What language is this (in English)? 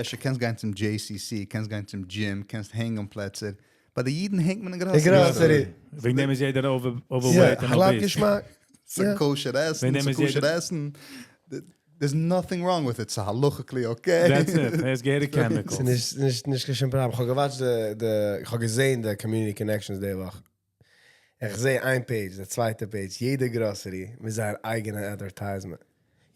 Yiddish